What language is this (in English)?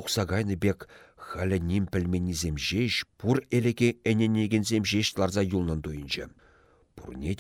Chuvash